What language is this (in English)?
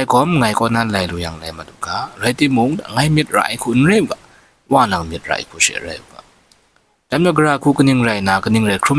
Kachin